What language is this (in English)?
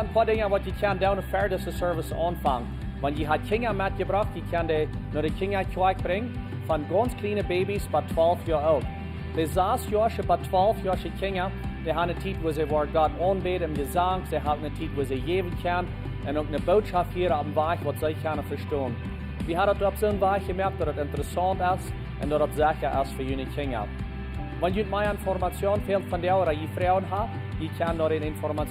Plautdietsch